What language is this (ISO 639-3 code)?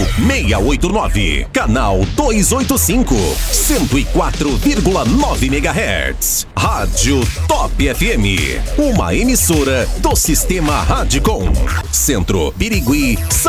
por